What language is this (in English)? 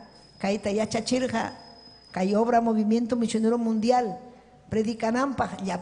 Ayacucho Quechua